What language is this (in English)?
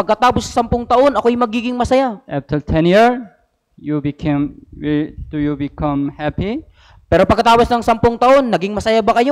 Filipino